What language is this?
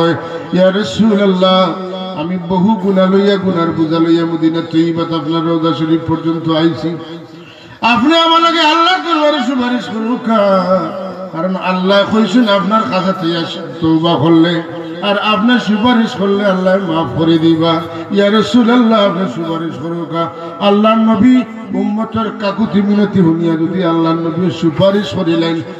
Sylheti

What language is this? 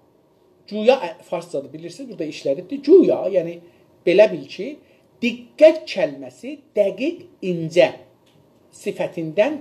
South Azerbaijani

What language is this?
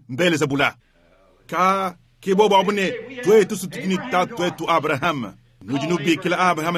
Luba-Lulua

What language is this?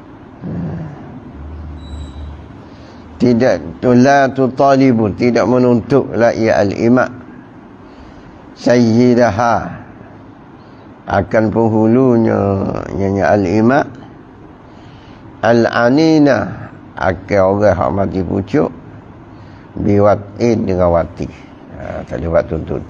Malay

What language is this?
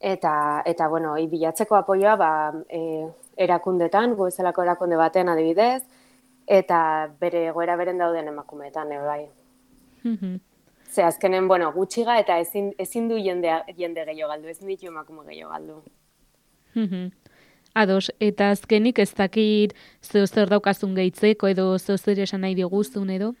Basque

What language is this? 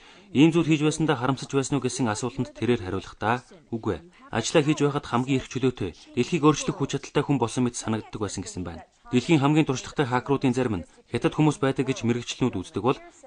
Mongolian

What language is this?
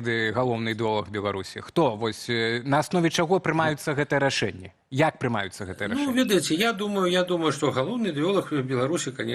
Belarusian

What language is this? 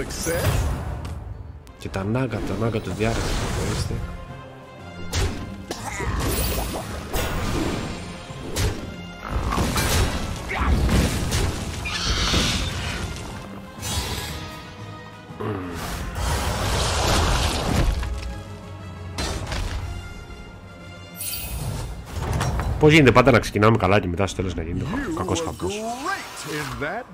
Greek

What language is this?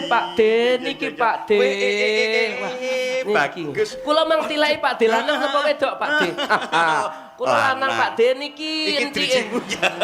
Javanese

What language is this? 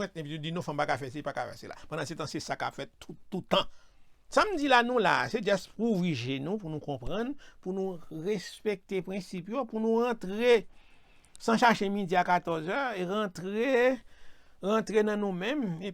Haitian Creole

